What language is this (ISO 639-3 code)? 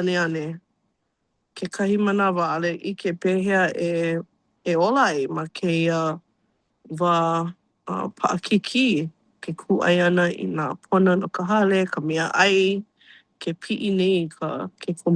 haw